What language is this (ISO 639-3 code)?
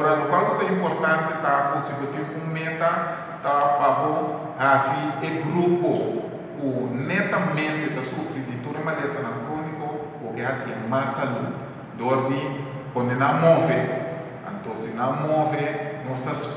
pap